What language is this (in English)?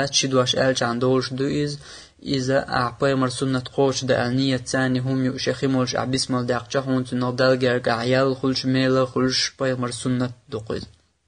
Chechen